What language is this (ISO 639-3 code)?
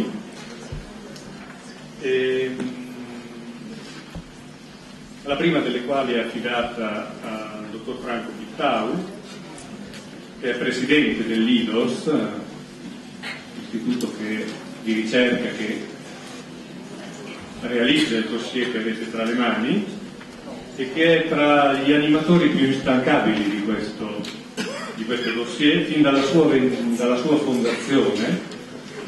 ita